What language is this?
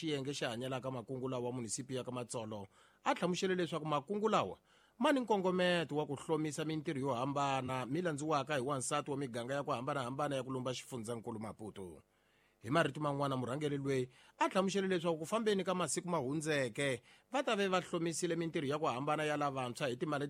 Tsonga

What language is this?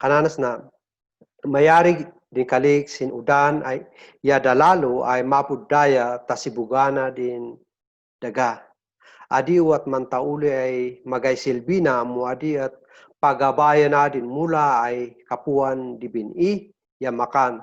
Kankanaey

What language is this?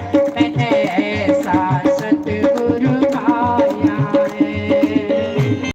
Dogri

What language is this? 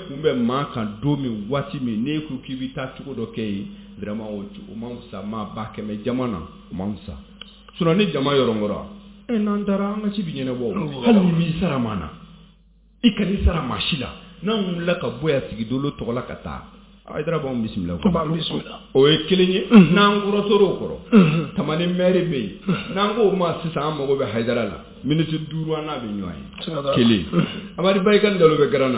Bambara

